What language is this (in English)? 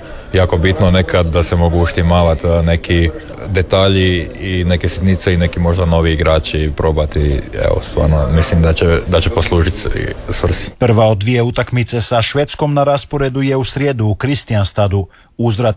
Croatian